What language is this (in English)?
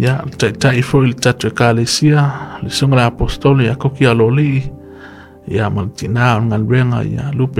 Samoan